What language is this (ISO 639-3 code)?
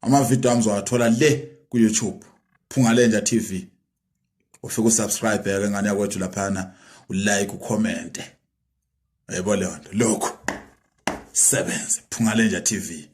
zul